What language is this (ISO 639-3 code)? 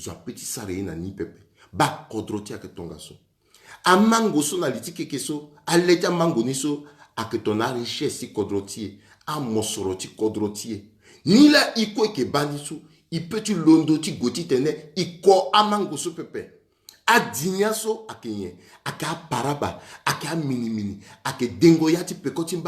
sag